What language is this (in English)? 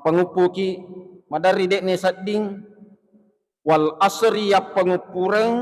Buginese